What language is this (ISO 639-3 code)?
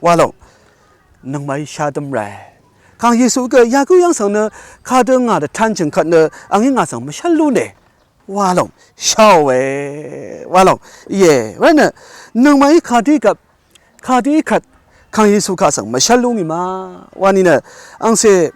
raw